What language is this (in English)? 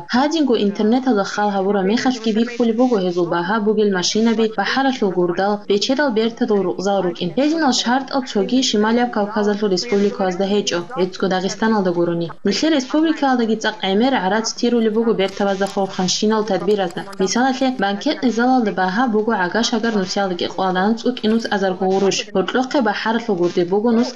Avaric